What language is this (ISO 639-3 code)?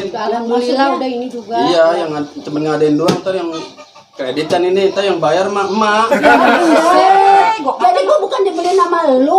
bew